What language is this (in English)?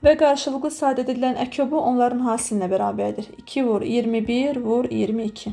Azerbaijani